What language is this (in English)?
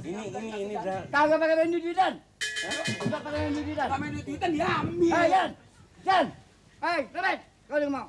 Betawi